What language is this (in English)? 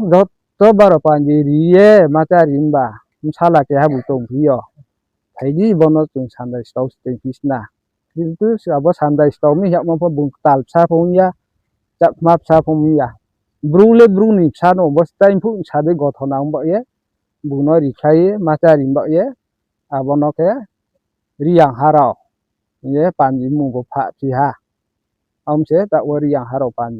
Riang (India)